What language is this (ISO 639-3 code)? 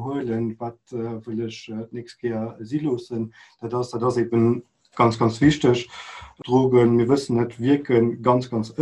ltz